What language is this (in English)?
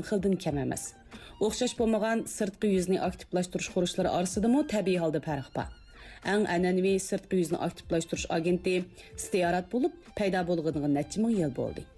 Uyghur